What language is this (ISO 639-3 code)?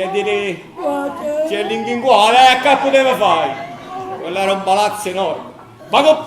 nap